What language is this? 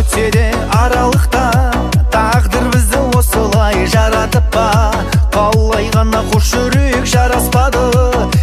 Kazakh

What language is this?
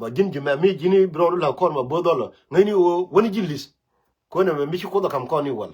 Nuer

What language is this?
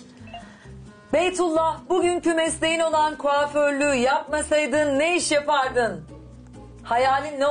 Turkish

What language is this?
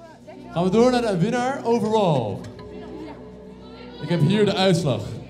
Dutch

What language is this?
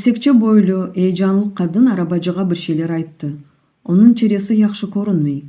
Crimean Tatar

